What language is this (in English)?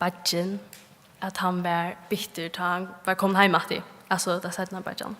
Faroese